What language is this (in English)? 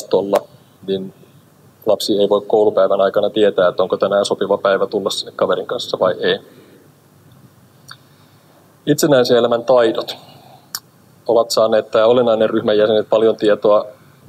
Finnish